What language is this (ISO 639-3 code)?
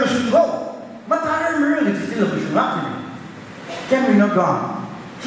nmf